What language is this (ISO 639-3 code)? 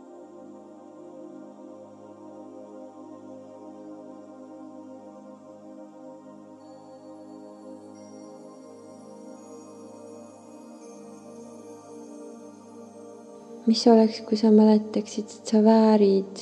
est